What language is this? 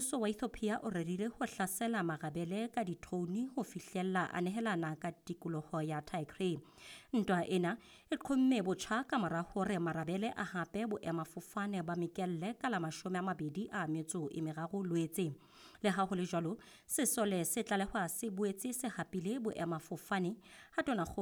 Southern Sotho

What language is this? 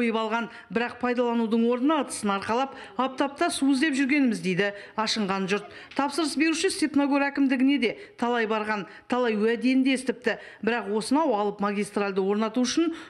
Kazakh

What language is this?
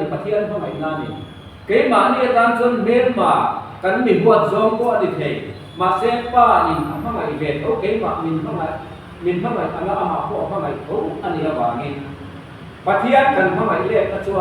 Mizo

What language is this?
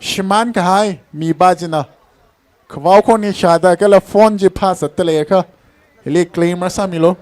Tangkhul Naga (India)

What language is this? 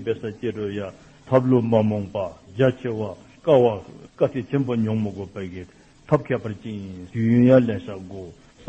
Dzongkha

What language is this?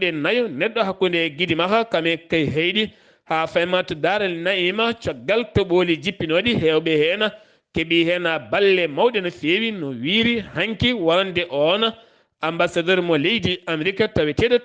Fula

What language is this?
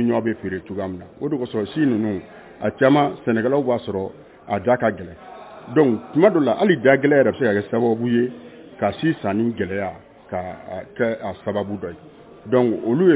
Bambara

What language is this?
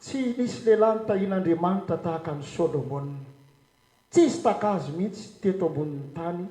Malagasy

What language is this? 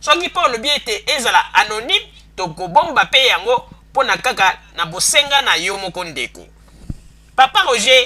Lingala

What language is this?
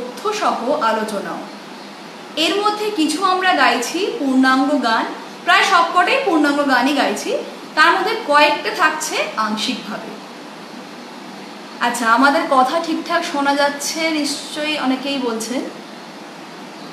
Bangla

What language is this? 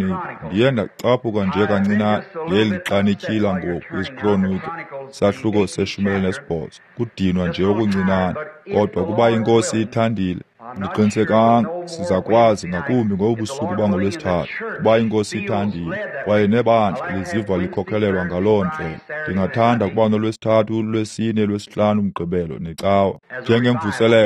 Xhosa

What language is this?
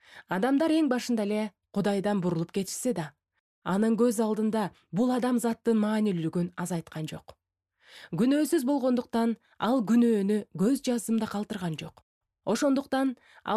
Kyrgyz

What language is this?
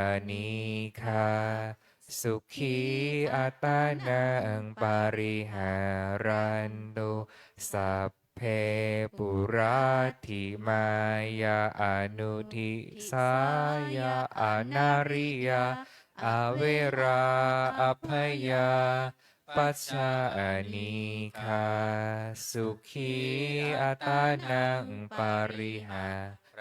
Pali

